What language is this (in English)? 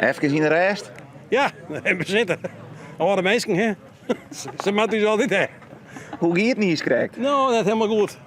Western Frisian